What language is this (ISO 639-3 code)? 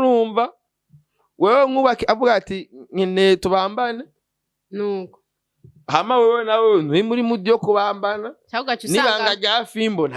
run